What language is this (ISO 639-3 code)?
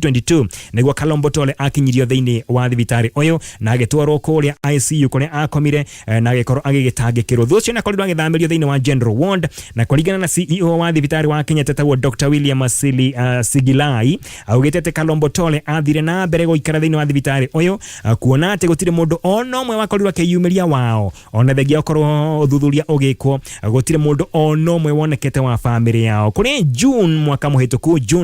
kik